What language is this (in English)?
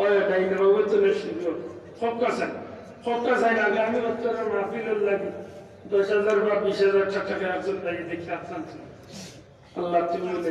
Sylheti